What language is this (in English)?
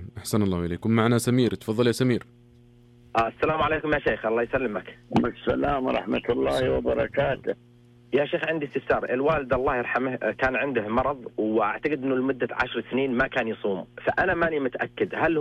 Najdi Arabic